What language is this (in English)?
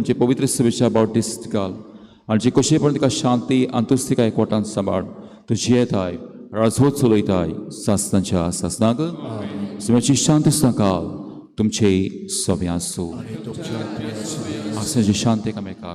Konkani